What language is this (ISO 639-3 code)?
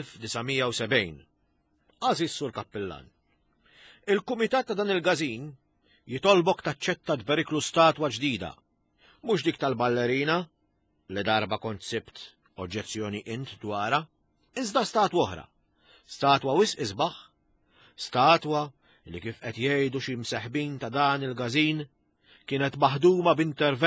mlt